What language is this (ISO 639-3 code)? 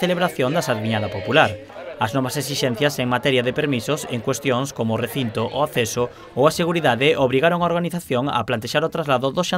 glg